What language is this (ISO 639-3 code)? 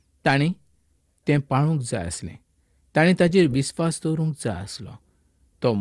kok